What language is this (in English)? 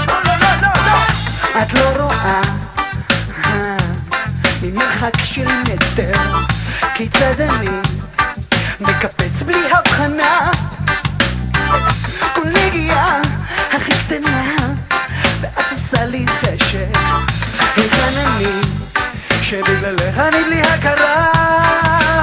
Hebrew